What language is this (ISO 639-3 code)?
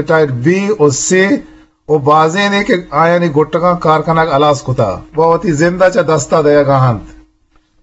bgp